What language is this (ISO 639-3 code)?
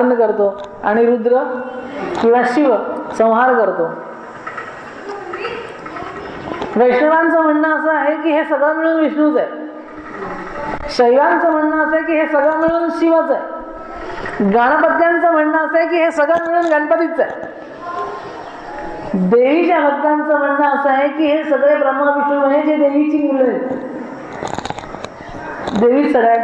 mar